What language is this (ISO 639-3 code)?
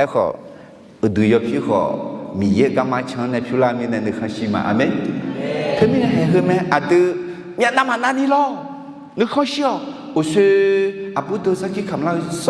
ahk